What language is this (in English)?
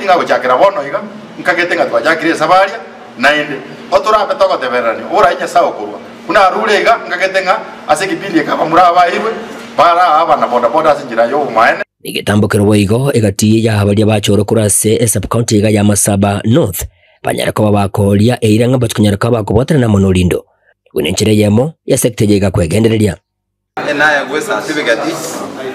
Gusii